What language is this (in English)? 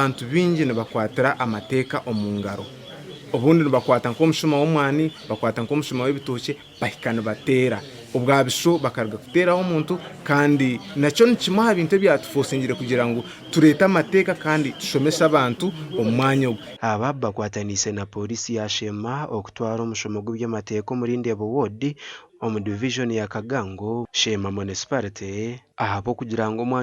Nyankole